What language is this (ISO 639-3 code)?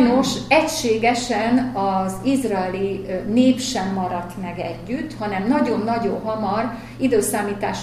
hun